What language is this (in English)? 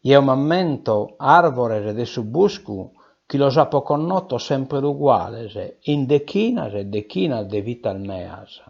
Sardinian